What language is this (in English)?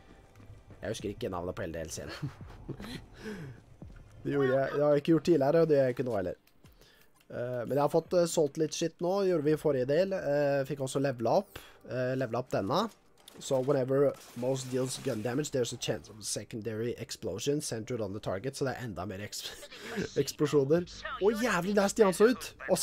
Norwegian